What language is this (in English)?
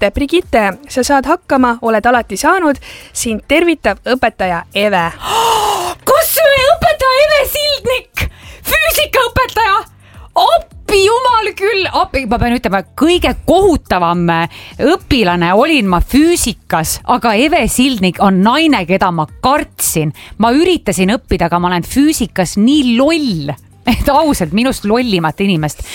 Estonian